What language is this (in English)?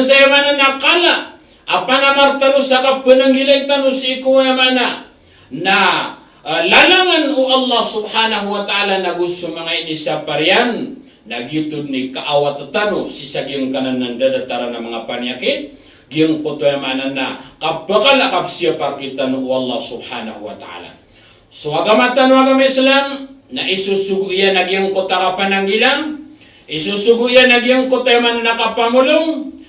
Maranao